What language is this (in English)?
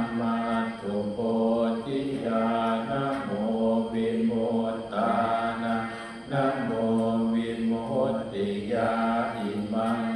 Pali